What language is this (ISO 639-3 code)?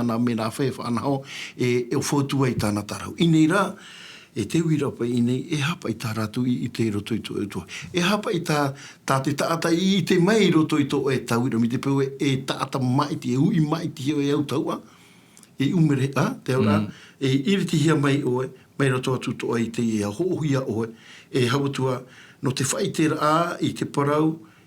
tah